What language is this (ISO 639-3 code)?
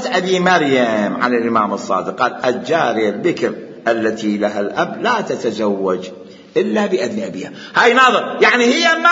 acm